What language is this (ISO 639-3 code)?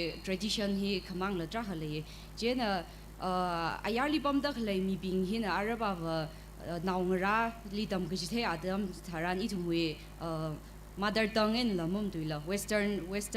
nmf